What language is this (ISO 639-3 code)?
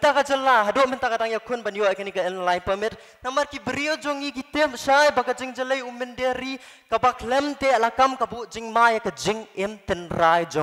kha